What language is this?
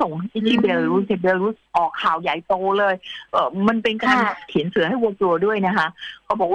Thai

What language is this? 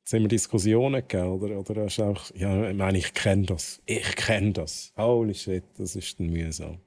Swiss German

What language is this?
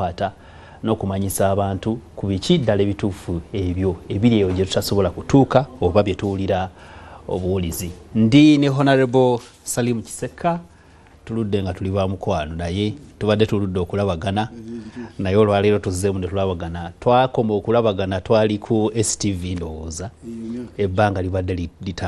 Ganda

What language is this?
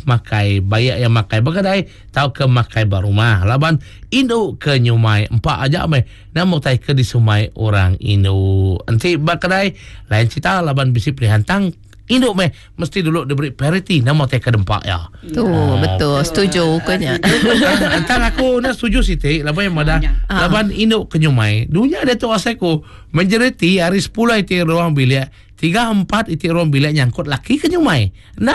Iban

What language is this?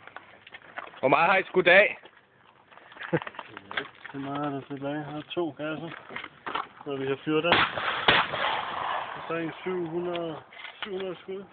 Danish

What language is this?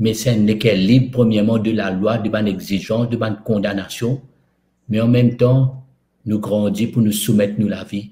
Morisyen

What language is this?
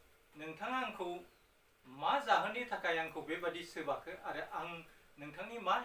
Bodo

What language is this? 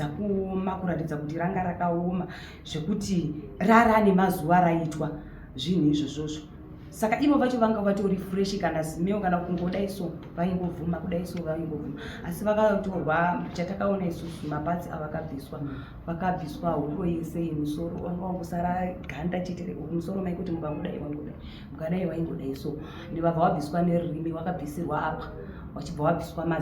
Shona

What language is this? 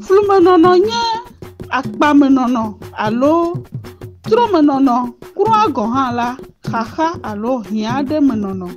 Ewe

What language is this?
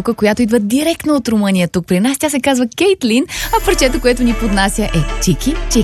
Bulgarian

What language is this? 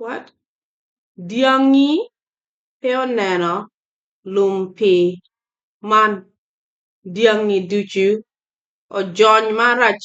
Acoli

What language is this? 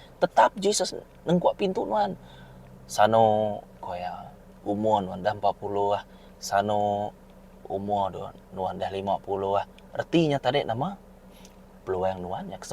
Iban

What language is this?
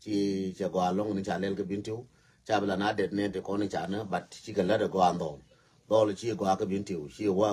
Nuer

